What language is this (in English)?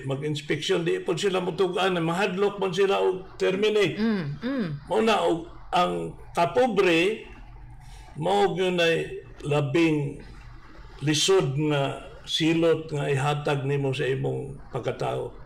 Cebuano